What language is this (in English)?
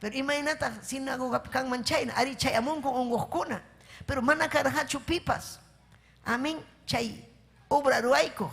Ayacucho Quechua